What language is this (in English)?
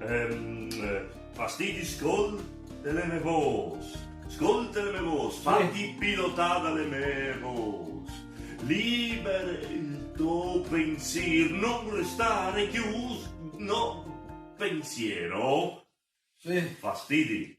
Friulian